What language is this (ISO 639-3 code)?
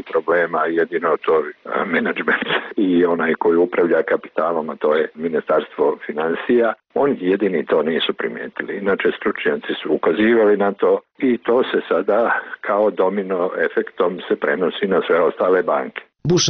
bos